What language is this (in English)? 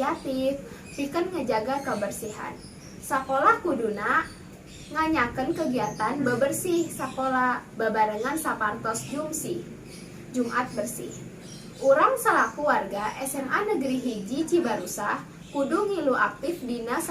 Sundanese